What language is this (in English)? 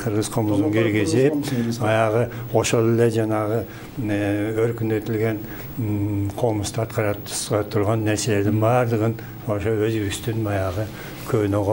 Kyrgyz